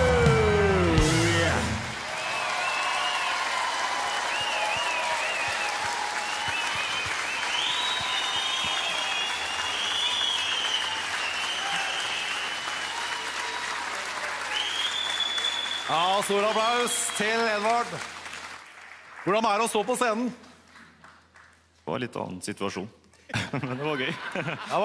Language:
Norwegian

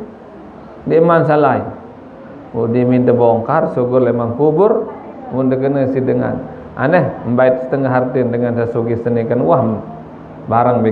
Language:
Sasak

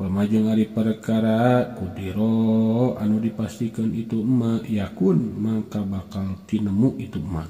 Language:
Sundanese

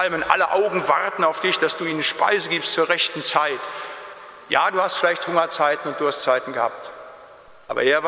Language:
German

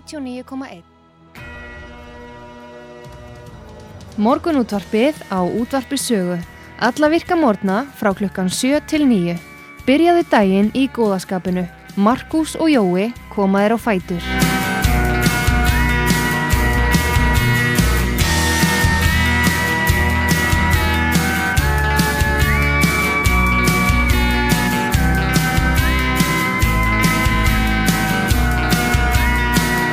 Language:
Icelandic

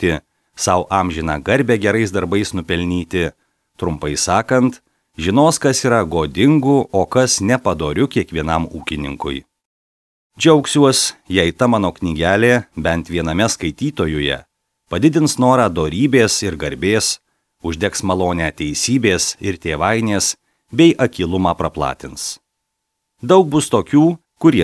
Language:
Lithuanian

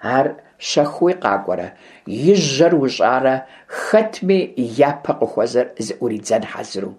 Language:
Kabardian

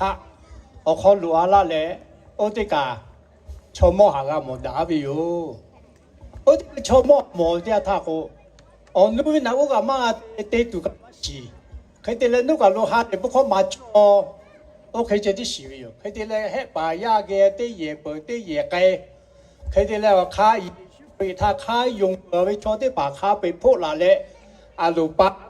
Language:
Lahu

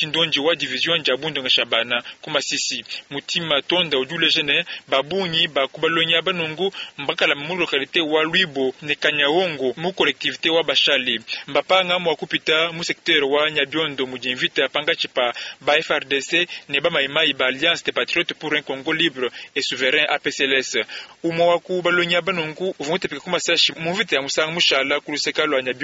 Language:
Luba-Lulua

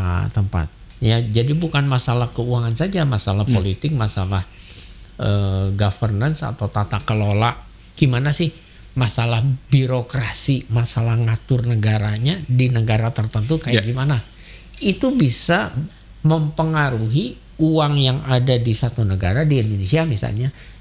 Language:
Indonesian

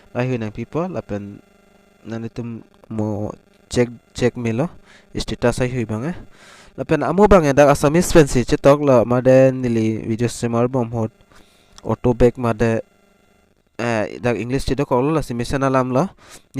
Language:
Karbi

